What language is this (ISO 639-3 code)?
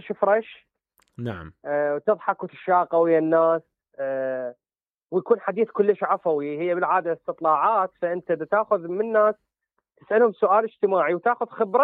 acm